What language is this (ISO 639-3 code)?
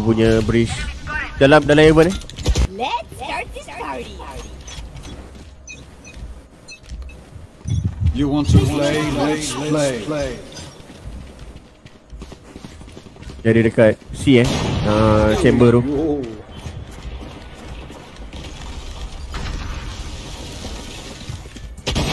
msa